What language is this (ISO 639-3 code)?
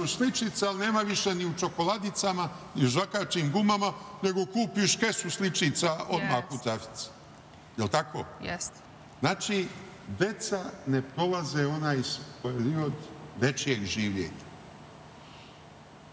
srp